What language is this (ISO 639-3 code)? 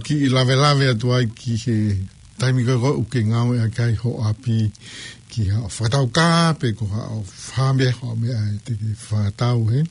ton